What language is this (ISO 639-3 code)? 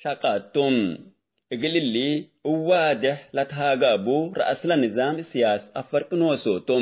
tig